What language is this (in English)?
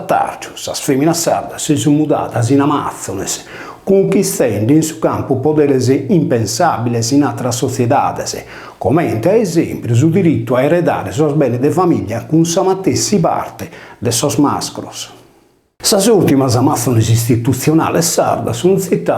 Sardinian